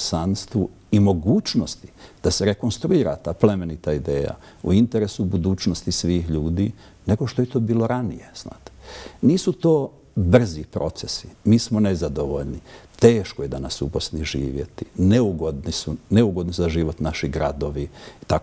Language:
Bosnian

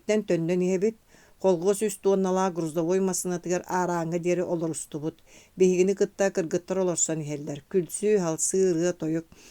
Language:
Yakut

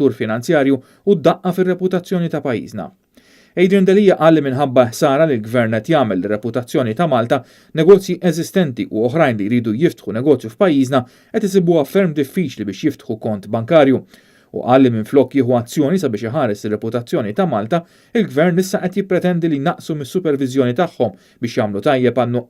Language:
Maltese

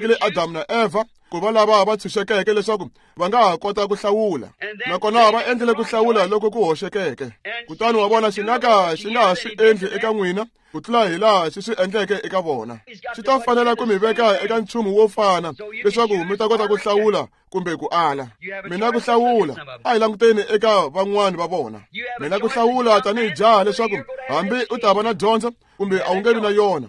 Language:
Tsonga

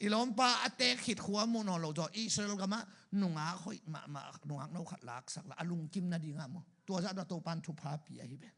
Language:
Tedim Chin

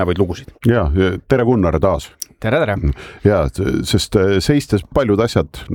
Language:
Estonian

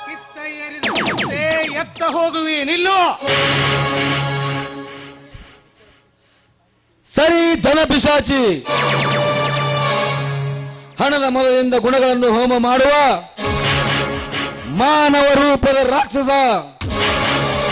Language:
Kannada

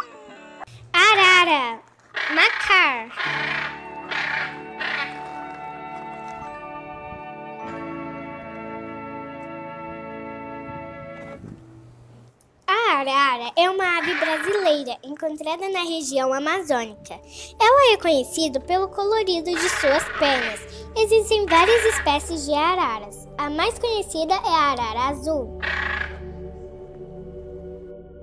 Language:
Portuguese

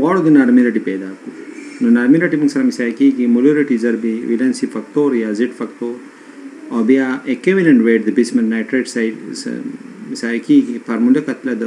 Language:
Pashto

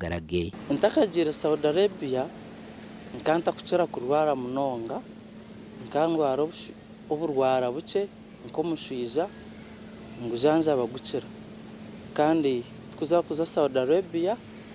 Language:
Nyankole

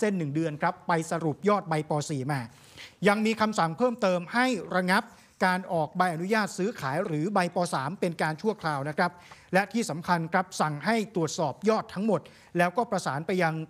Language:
Thai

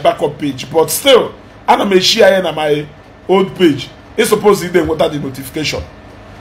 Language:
Igbo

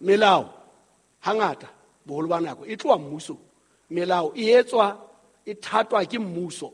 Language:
Southern Sotho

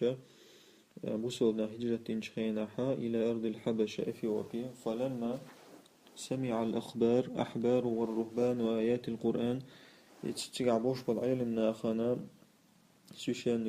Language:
Chechen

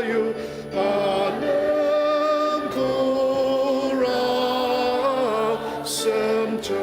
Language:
Ao Naga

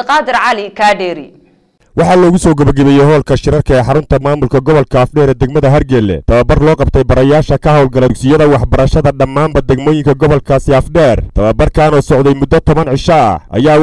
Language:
Somali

